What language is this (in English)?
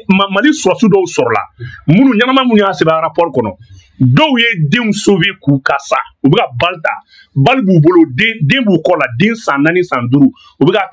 Bambara